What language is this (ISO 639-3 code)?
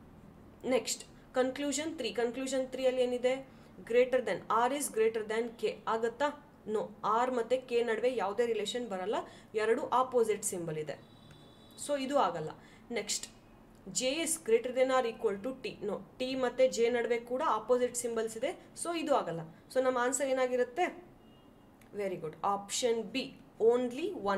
kan